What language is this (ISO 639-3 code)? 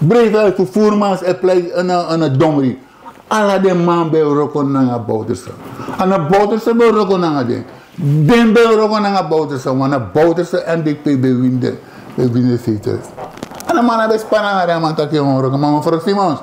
srn